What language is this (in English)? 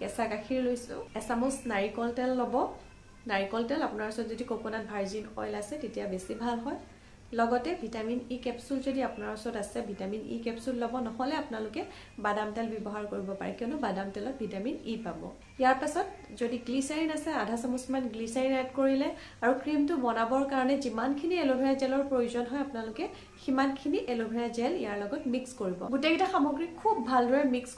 Assamese